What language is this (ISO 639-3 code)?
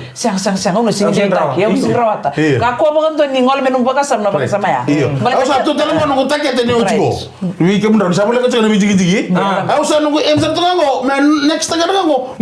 fij